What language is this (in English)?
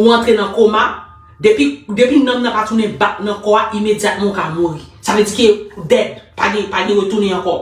Haitian Creole